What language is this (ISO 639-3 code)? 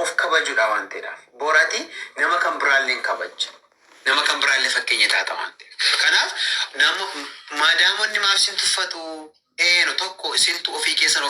orm